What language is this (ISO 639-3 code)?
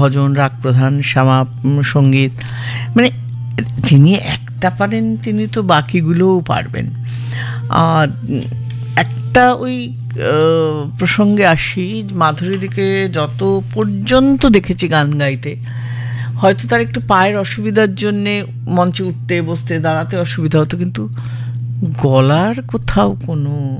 ben